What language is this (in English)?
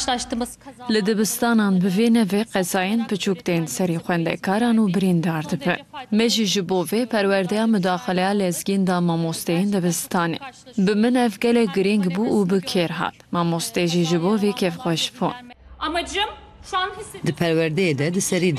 Kurdish